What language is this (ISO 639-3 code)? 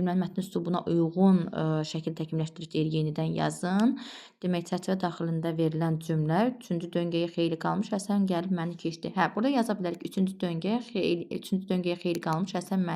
aze